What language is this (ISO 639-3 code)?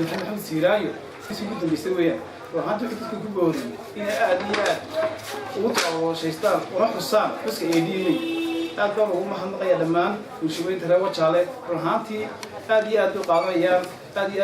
som